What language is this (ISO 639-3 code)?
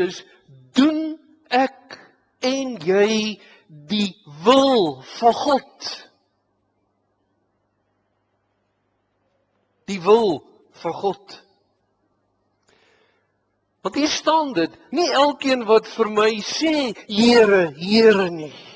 afr